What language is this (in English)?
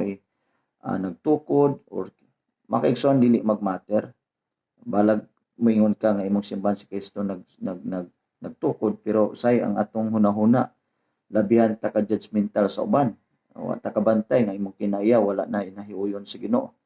Cebuano